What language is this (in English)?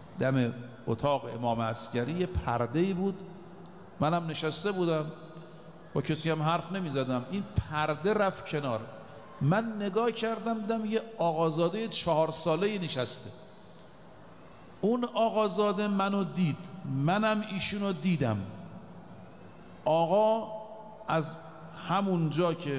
Persian